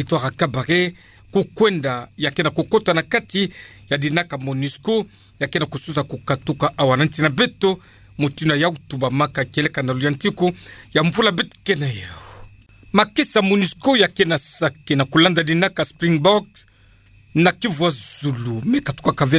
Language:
Kituba (Democratic Republic of Congo)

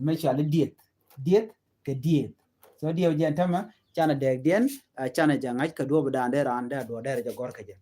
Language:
Nuer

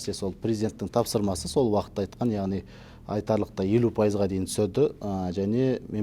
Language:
Kazakh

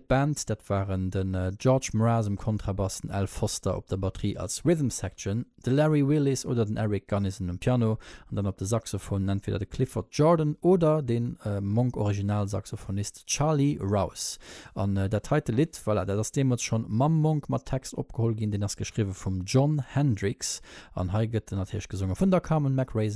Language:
Luxembourgish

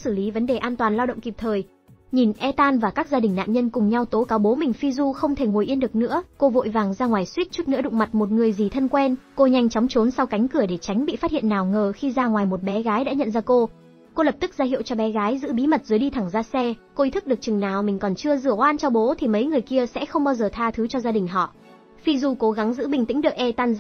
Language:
Vietnamese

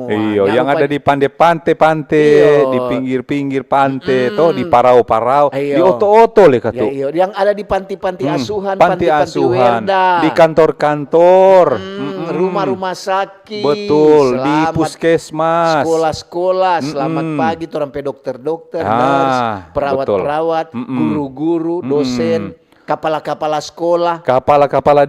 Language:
Manado Malay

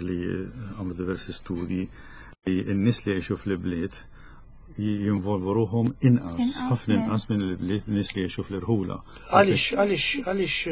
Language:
Maltese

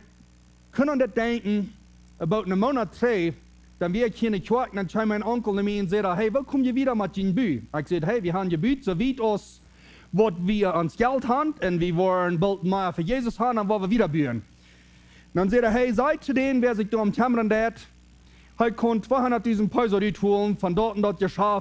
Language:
Plautdietsch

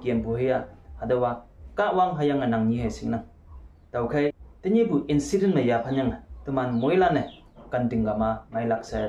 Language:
Konyak Naga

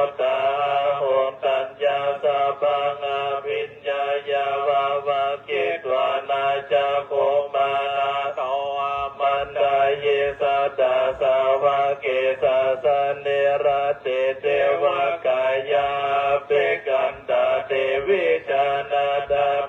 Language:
Pali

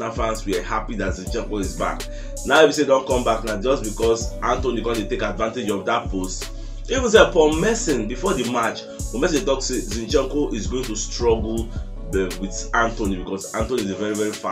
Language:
Nigerian Pidgin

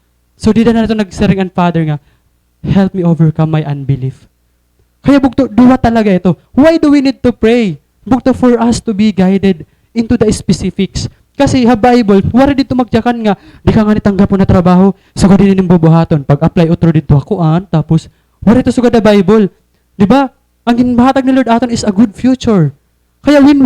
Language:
Waray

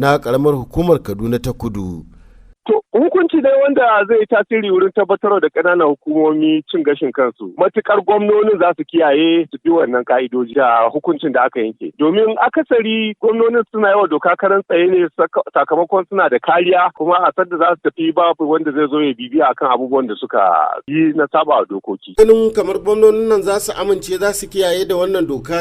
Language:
Hausa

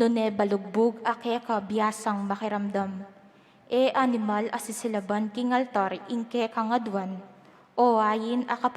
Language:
Pampanga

